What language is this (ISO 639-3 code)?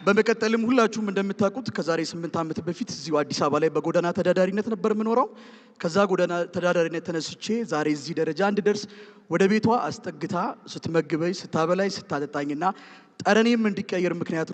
amh